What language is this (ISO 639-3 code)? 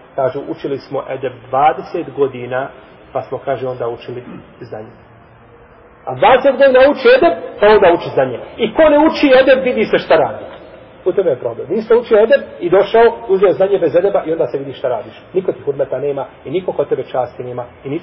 bos